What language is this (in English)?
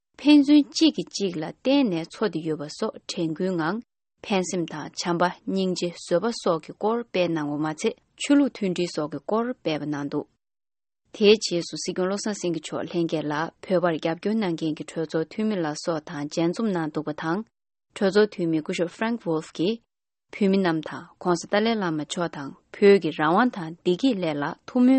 Tibetan